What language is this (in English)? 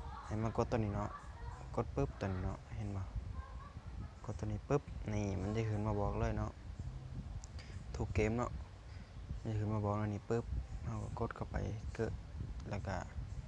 Lao